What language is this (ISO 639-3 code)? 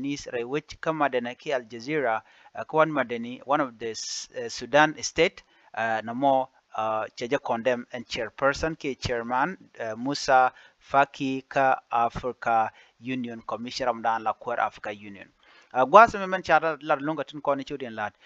nus